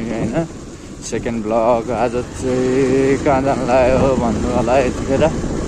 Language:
Nepali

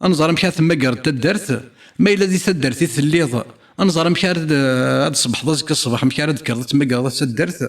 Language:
Kabyle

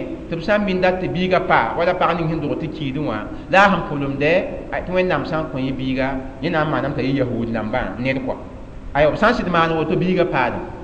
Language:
Mossi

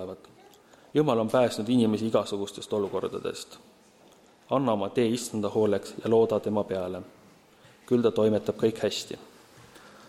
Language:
Estonian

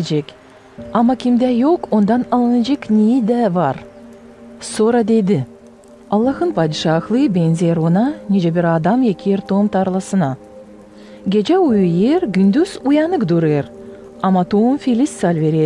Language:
Gagauz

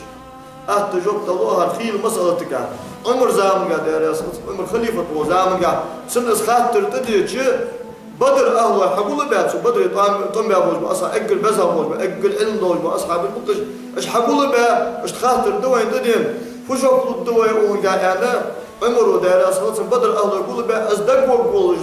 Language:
Ingush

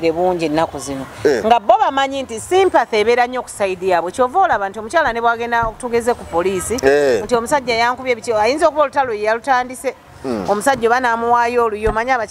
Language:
Ganda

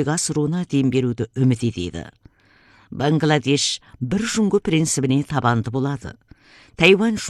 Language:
Kazakh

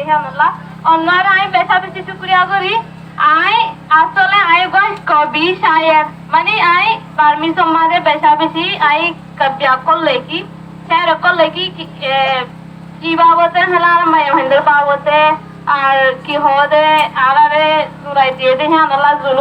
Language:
Rohingya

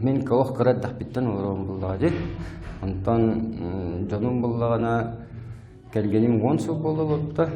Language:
Yakut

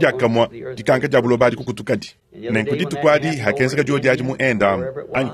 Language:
Luba-Lulua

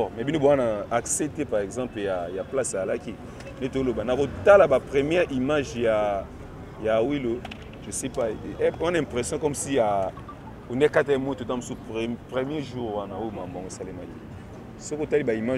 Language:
Lingala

